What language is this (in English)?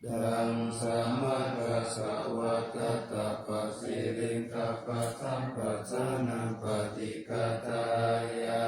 Pali